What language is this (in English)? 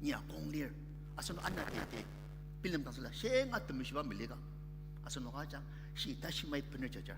Ao Naga